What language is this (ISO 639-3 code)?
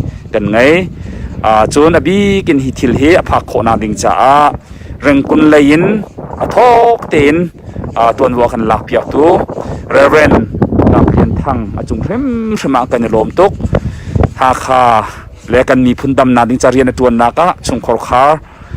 cnh